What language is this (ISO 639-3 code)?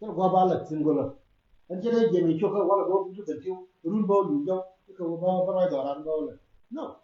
nus